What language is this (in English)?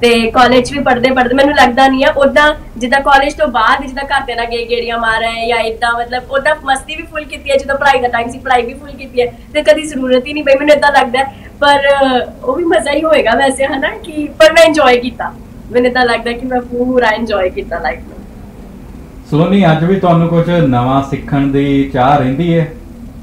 Punjabi